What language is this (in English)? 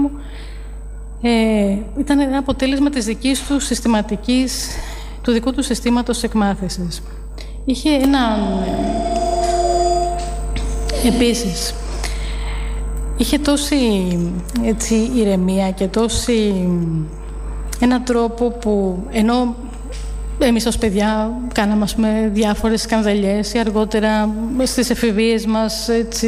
Greek